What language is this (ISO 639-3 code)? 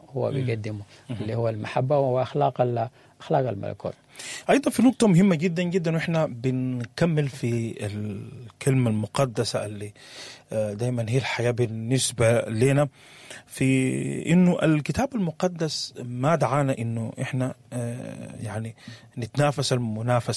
apd